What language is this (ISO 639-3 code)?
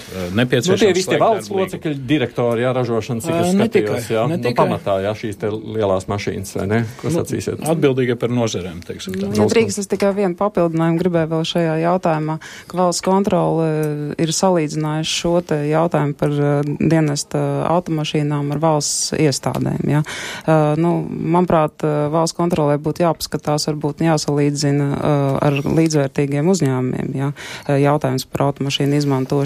lav